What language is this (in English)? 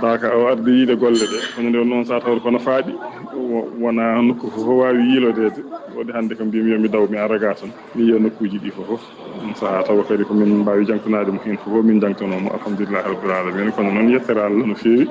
Fula